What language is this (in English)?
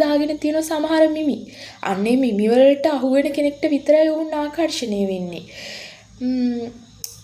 Sinhala